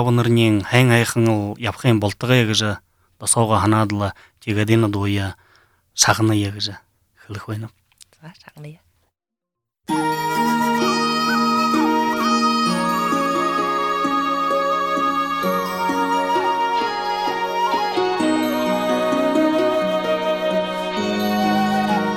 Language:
Buriat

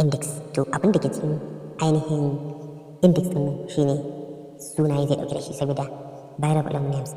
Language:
Hausa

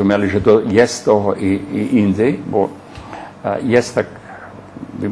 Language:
Rusyn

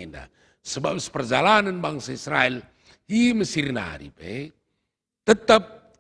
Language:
Batak Karo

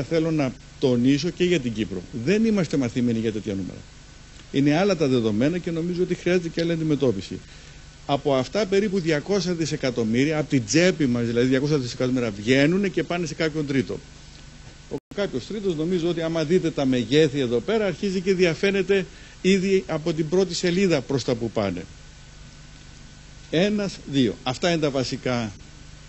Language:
Greek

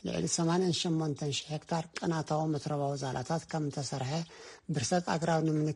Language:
Tigrinya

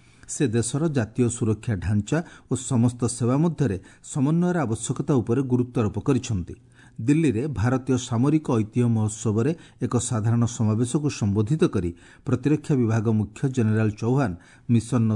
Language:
Odia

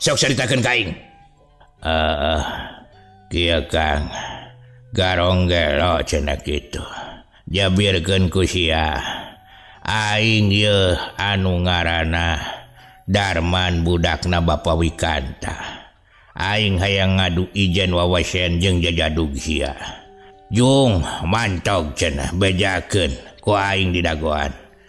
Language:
Sundanese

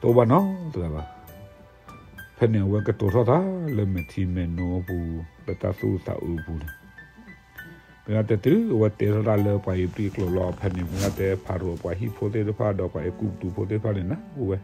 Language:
S'gaw Karen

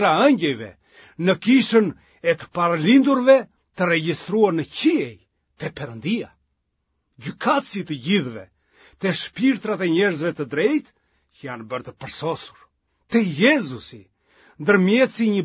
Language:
Albanian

